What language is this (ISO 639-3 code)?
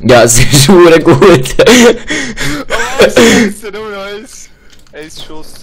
gsw